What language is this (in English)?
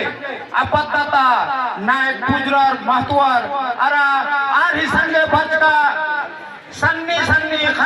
Kurukh